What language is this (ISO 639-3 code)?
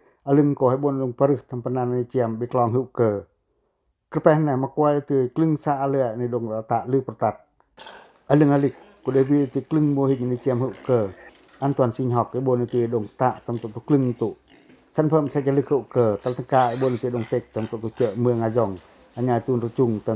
pac